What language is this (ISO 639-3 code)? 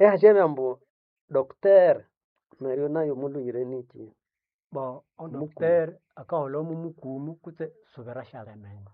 nnb